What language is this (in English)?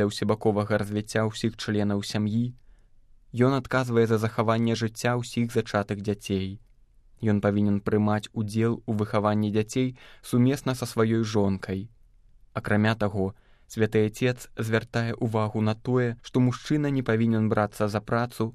Belarusian